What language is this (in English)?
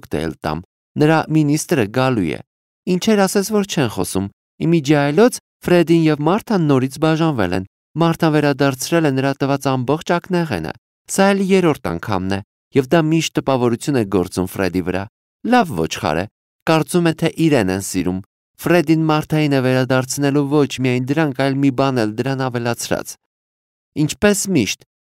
Armenian